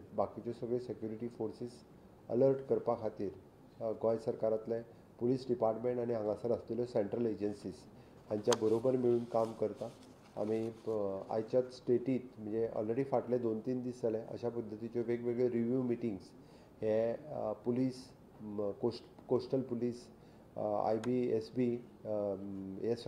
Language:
Konkani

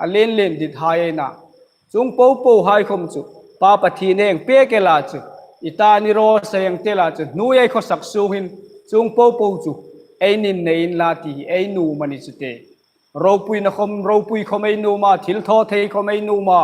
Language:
Hmar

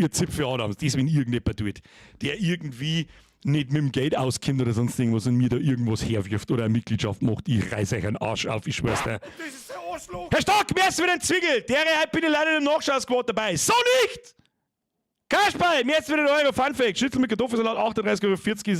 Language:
Bavarian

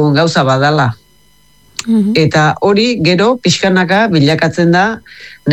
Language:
Basque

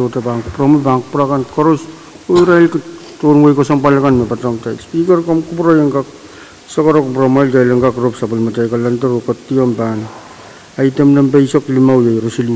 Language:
Pohnpeian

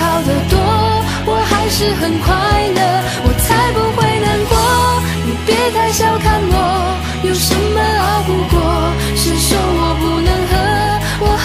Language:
Chinese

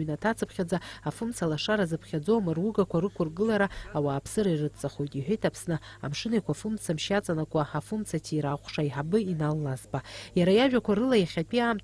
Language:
Abkhazian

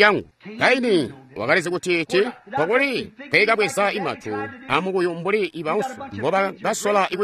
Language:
Tonga (Zambia)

